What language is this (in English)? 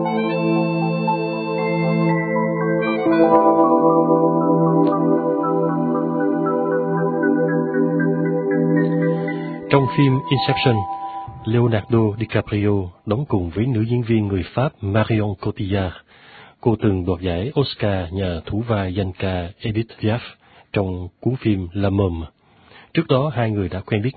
Vietnamese